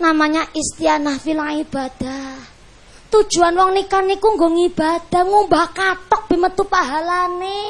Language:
Javanese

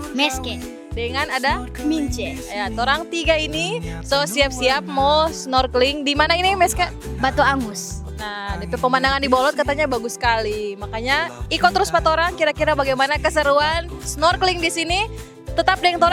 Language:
Manado Malay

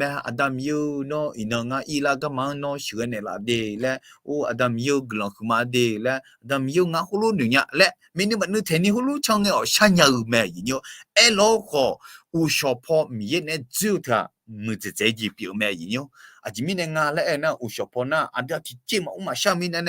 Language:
Akha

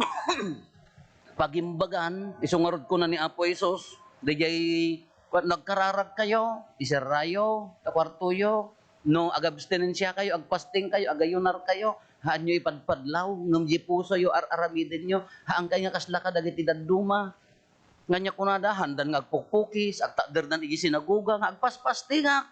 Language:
Iloko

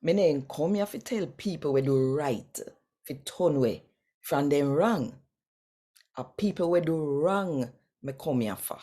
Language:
Jamaican Creole English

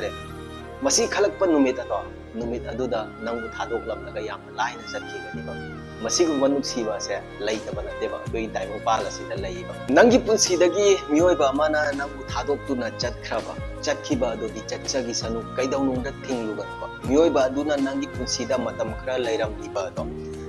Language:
Manipuri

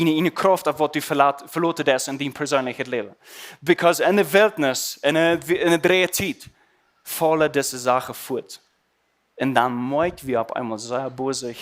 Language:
Plautdietsch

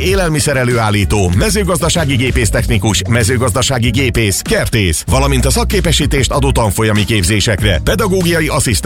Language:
Hungarian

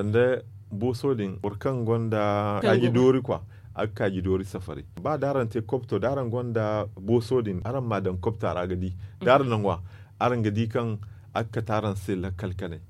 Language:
Zarma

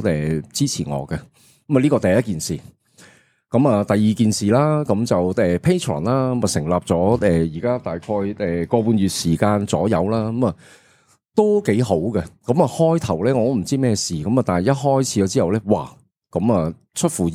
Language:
Cantonese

